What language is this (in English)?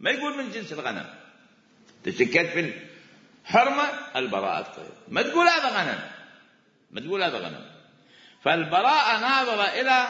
Mesopotamian Arabic